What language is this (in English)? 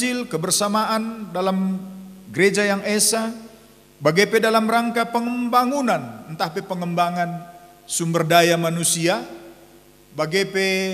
Batak Karo